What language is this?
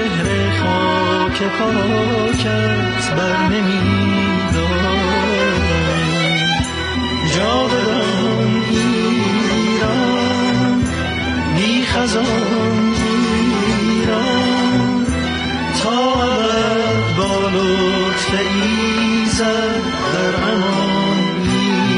Persian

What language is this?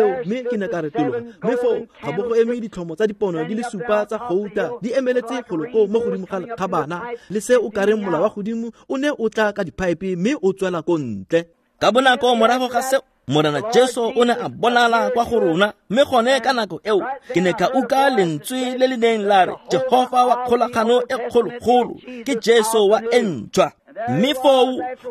Tswana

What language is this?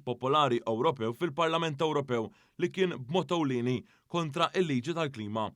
Maltese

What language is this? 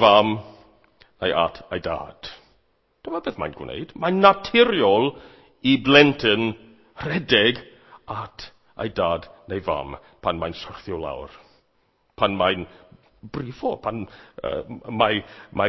Welsh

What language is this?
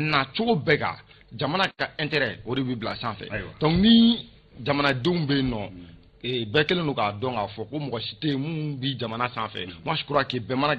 Bambara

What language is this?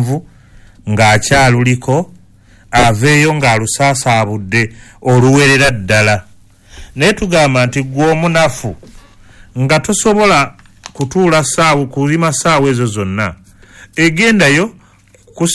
Ganda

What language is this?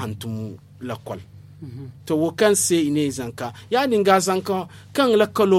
Zarma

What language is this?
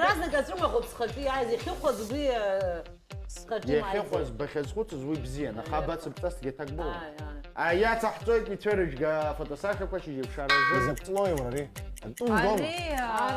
Abkhazian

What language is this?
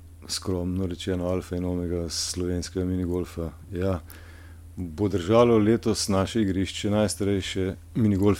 Slovenian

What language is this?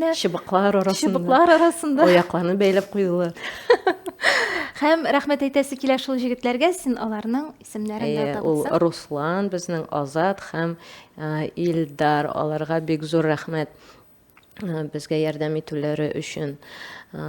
Tatar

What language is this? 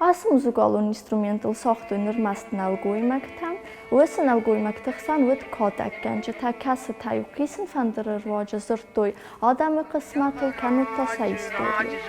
Ossetic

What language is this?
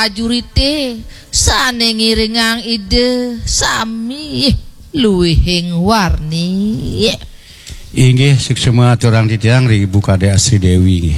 Balinese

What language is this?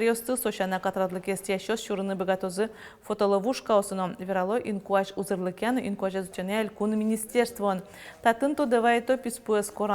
Udmurt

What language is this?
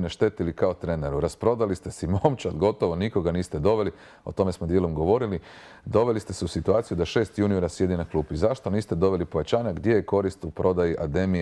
Croatian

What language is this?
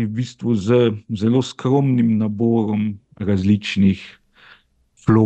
Slovenian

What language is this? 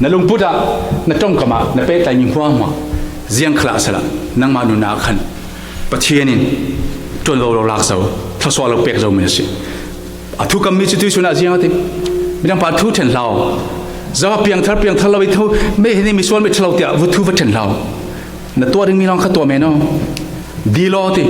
Falam Chin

